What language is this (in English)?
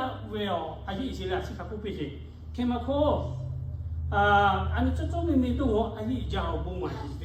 Lahu